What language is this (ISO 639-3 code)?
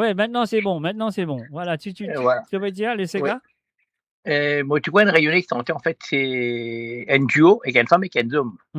mfe